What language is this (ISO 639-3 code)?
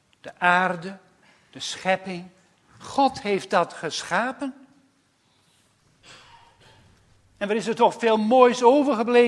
nld